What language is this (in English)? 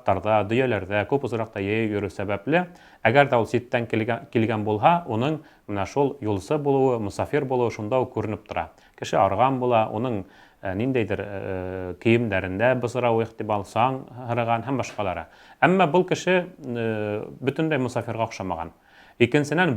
Bashkir